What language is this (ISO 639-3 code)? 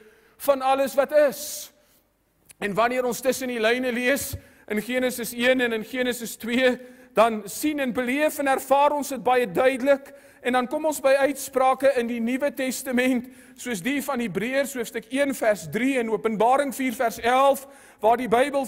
afr